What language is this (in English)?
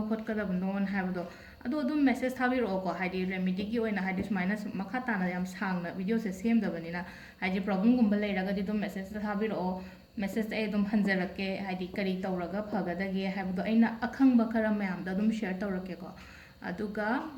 Manipuri